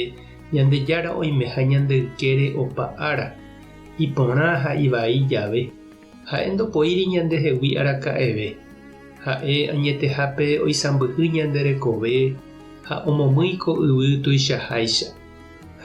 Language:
Guarani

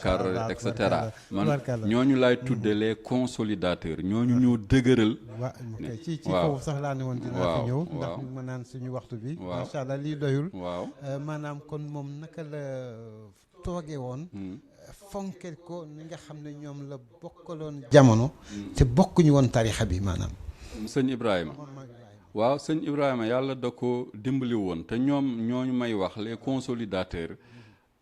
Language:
Wolof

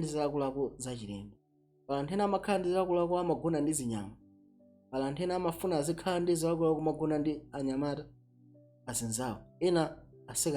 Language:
Nyanja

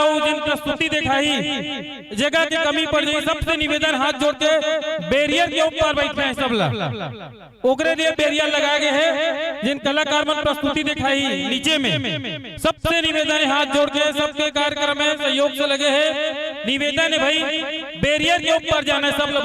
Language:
Chhattisgarhi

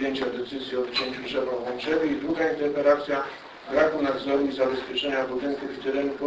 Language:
Polish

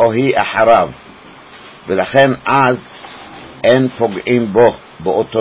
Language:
Hebrew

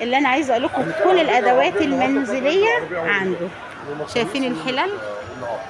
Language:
Egyptian Arabic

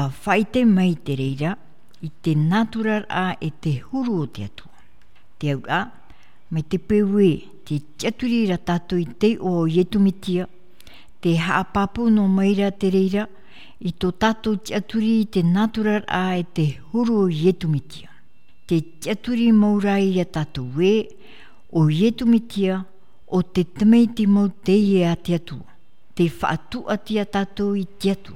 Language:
Tahitian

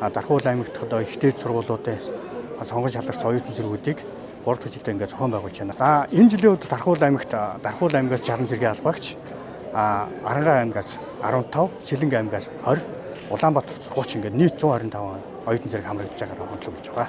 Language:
Mongolian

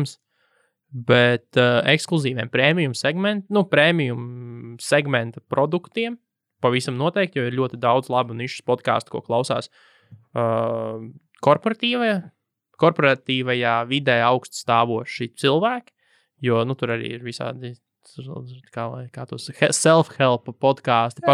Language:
Latvian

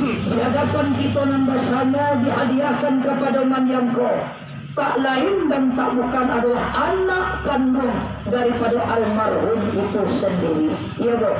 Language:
Minangkabau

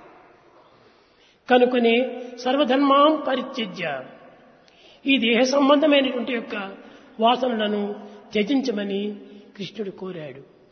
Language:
Telugu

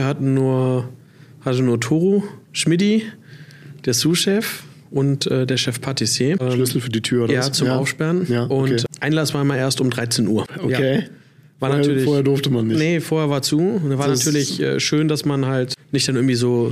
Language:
German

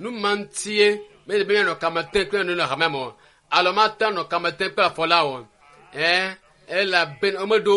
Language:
Ewe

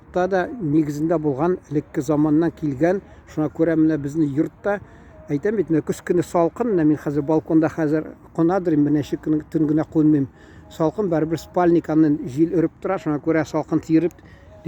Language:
Tatar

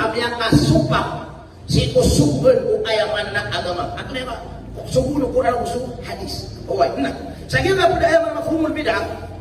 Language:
Maranao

